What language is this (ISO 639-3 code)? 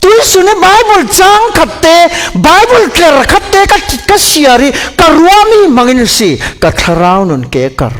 cfm